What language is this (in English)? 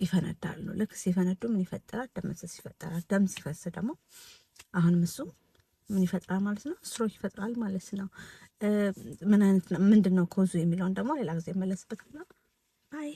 Amharic